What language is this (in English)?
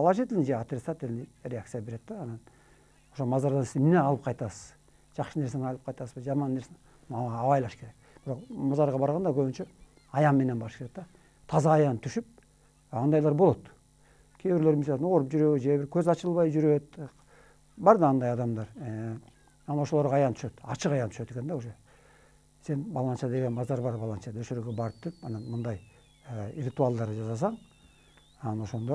Kyrgyz